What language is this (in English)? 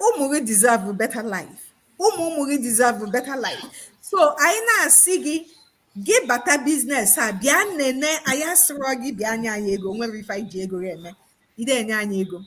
Igbo